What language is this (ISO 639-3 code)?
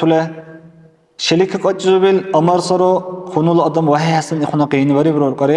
dar